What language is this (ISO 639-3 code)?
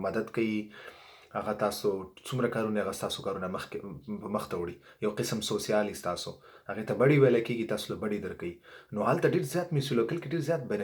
pus